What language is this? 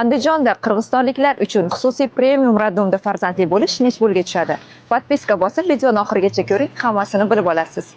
Uzbek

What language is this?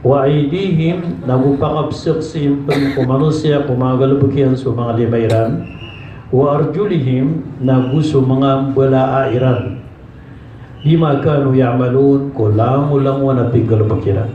Maranao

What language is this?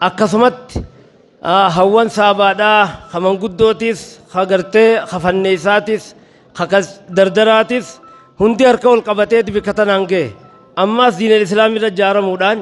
Oromo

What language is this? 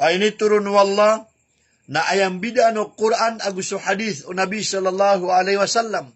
Maranao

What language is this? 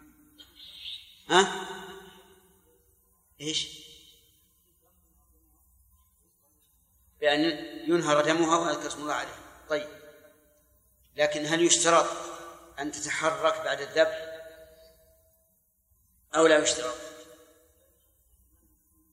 Arabic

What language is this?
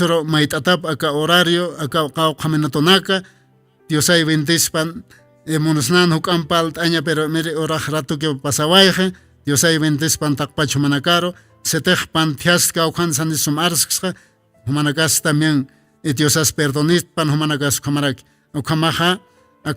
Aymara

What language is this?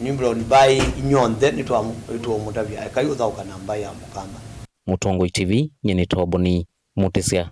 Kamba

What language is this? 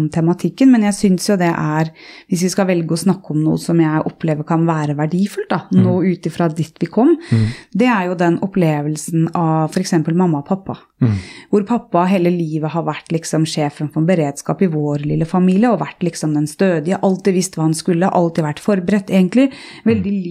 Norwegian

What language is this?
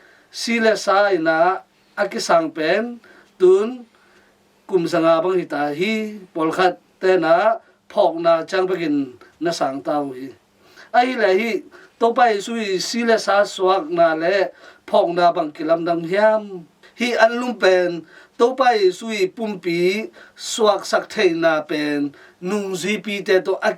Tedim Chin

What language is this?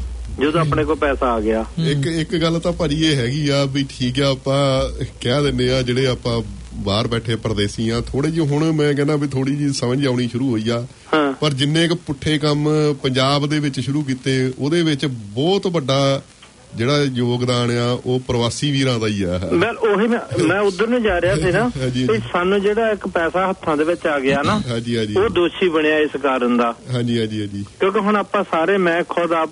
Punjabi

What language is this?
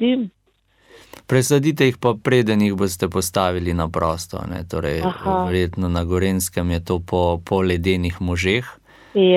Slovenian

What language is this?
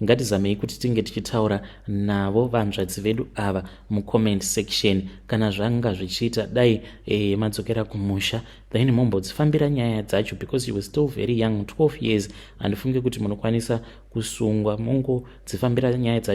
Shona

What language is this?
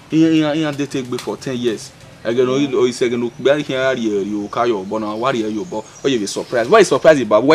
Bini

